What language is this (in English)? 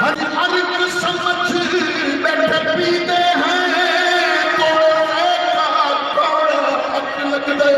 Saraiki